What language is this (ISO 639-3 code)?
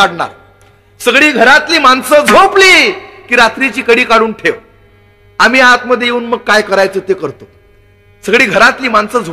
mar